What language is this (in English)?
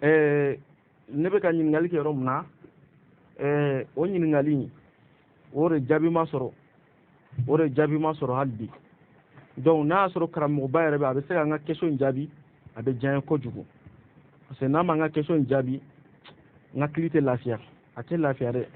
Bambara